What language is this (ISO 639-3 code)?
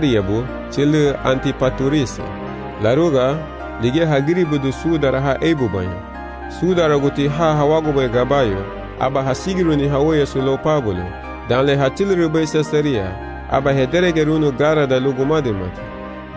cab